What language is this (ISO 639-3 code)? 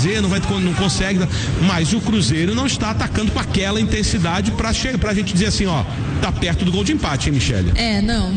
por